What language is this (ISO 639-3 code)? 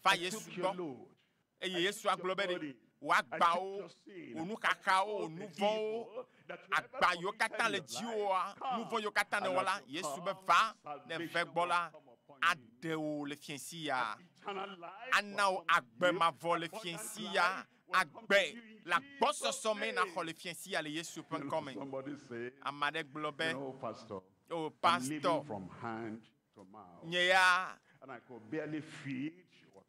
ewe